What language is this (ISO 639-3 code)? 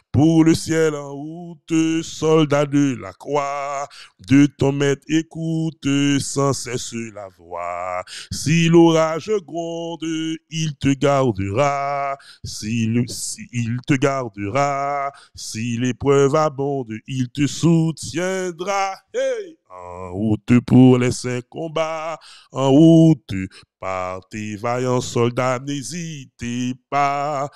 fra